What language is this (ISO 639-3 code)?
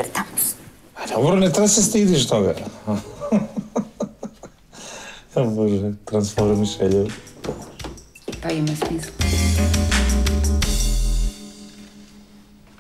srp